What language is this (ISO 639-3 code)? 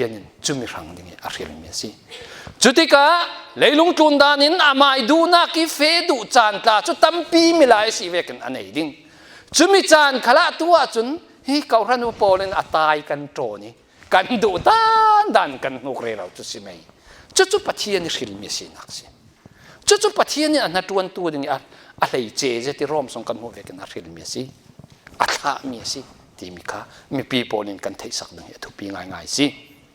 cfm